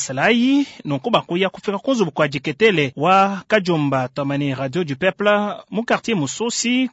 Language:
Luba-Lulua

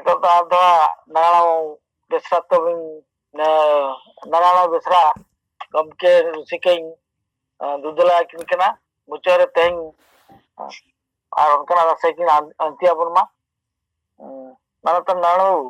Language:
Santali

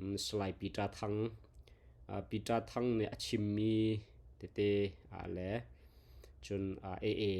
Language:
Hakha Chin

